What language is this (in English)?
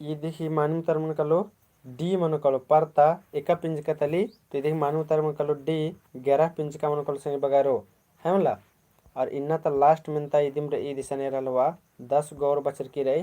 Kurukh